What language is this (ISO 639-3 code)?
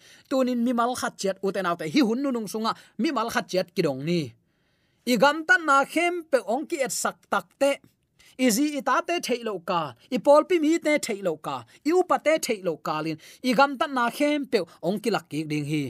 ctd